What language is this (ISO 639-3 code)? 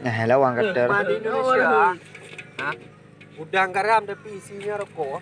ace